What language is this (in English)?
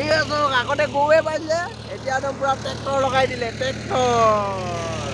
Assamese